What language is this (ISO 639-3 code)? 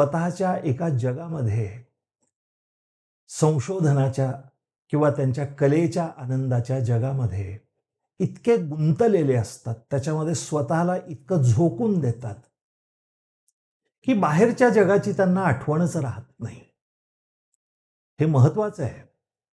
mar